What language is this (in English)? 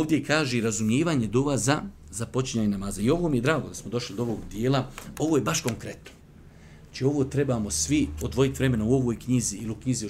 Bosnian